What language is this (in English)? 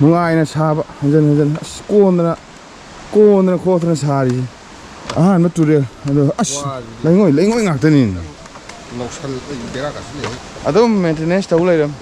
Manipuri